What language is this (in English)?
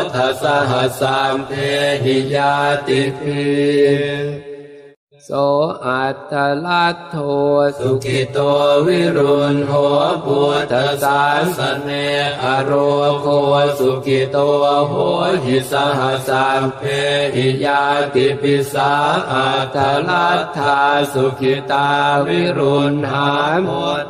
Pali